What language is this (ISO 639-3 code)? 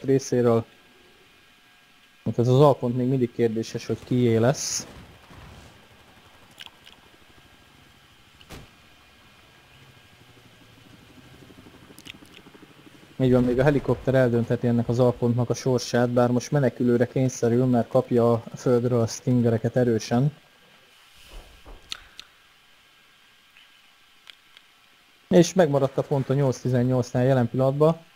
hun